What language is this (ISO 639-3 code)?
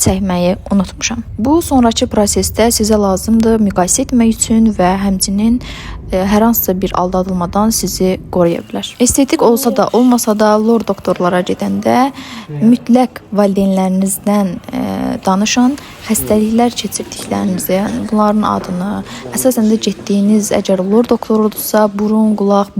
aze